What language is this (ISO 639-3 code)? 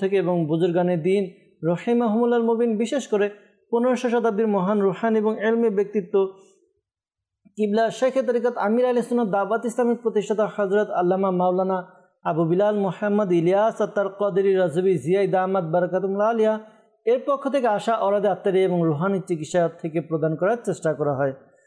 ben